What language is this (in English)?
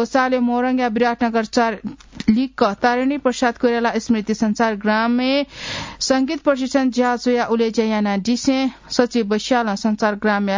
Newari